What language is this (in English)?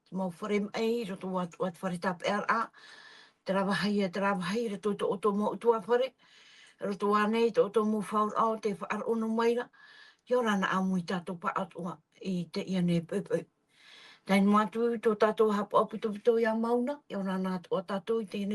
Tahitian